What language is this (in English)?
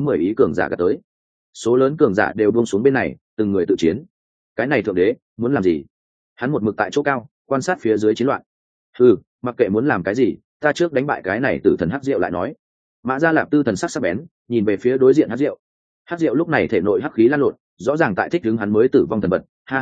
Vietnamese